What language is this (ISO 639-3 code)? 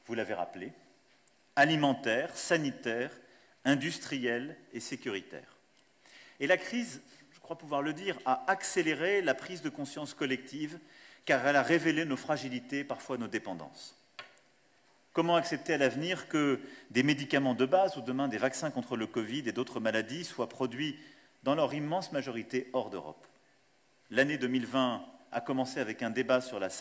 fra